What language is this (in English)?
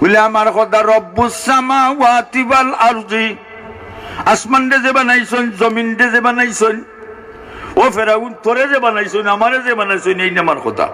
Sylheti